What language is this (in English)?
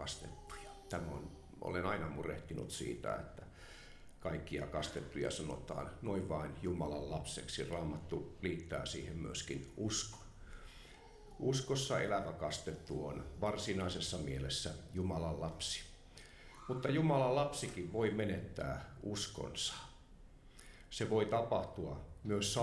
Finnish